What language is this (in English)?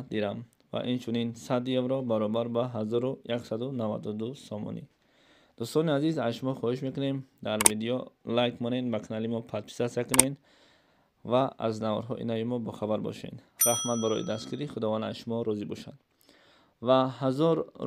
Tajik